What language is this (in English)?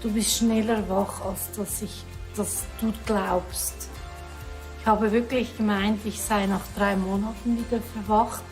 Swiss German